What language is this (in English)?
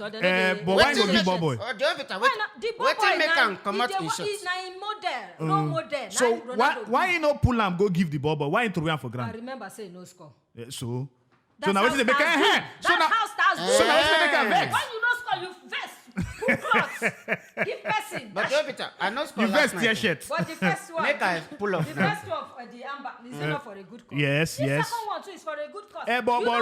Nigerian Pidgin